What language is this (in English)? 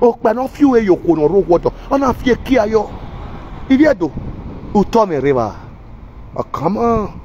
Nigerian Pidgin